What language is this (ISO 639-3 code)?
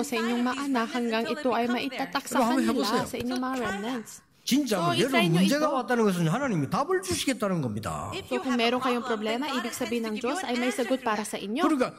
fil